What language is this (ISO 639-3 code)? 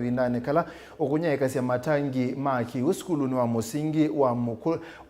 kam